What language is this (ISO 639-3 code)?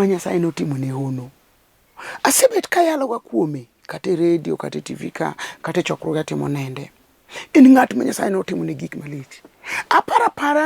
luo